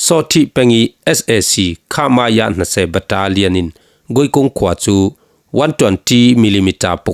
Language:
Falam Chin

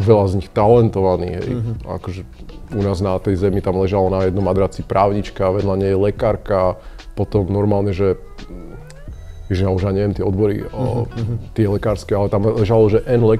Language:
Slovak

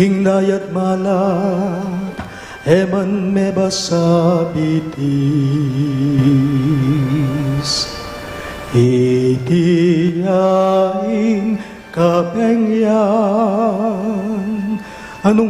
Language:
Pampanga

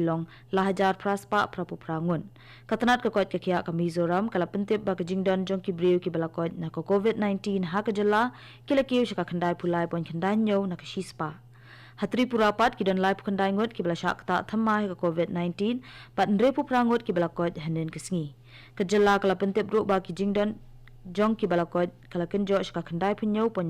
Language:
Khasi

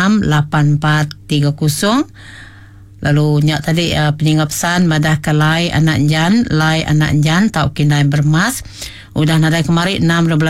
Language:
Iban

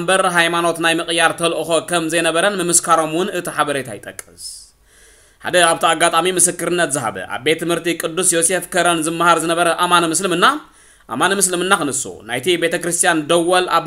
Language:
Tigrinya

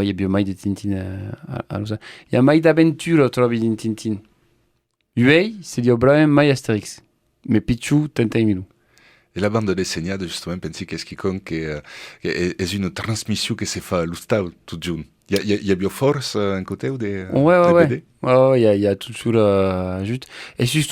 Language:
Occitan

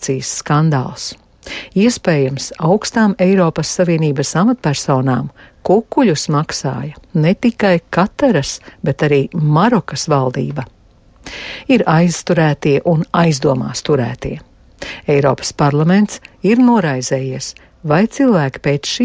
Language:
Latvian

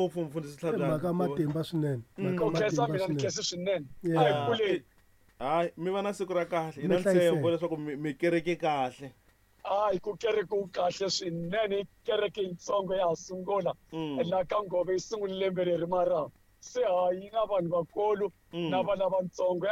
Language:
Tsonga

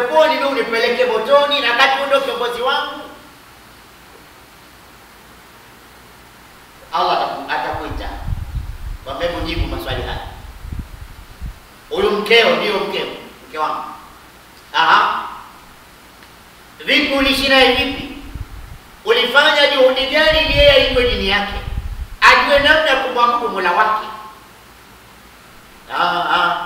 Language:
Swahili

